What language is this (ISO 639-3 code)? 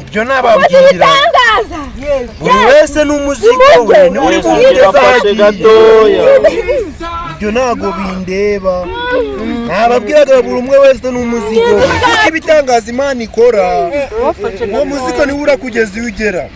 kin